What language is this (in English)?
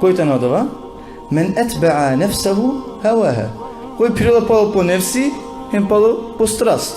Balkan Romani